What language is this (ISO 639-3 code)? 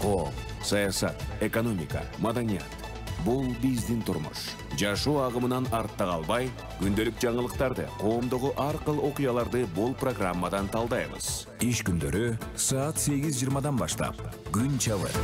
kir